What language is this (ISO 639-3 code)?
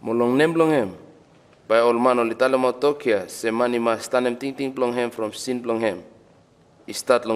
bis